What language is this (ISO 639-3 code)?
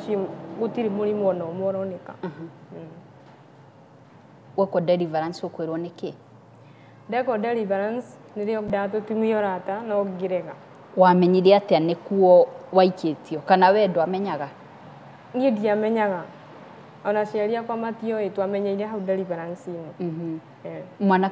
kik